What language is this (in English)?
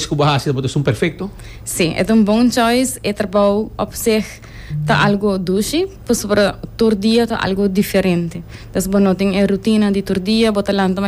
Papiamento